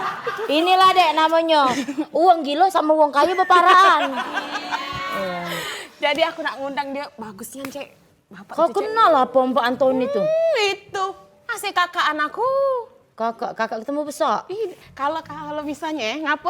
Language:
Musi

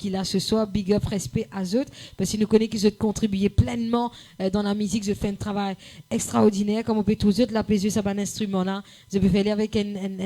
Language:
Morisyen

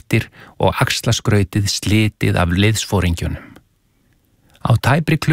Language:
Icelandic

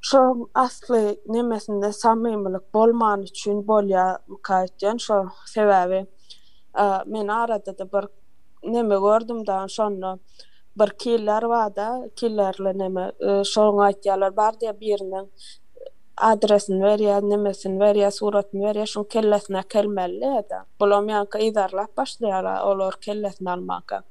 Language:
Turkmen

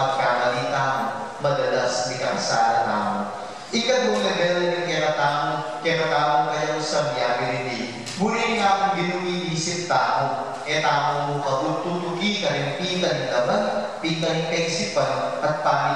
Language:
Pampanga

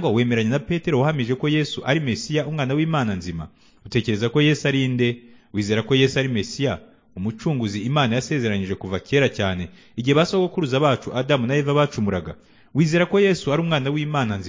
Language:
Kinyarwanda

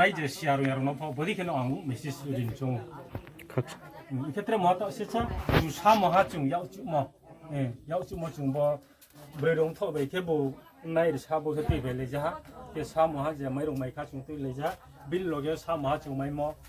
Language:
Riang (India)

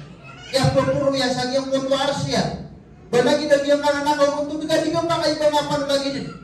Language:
Maranao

